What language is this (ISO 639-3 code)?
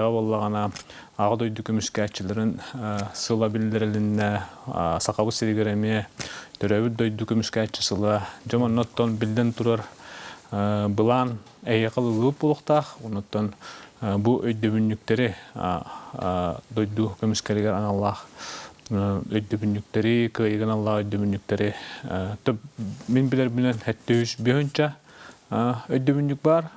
sah